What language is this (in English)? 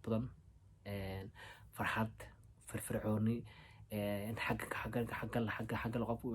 Somali